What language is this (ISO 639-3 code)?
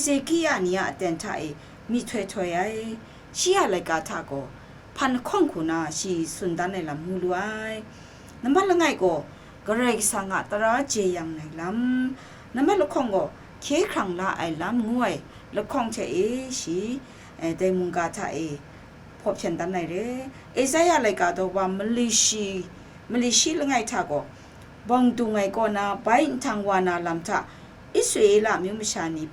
kac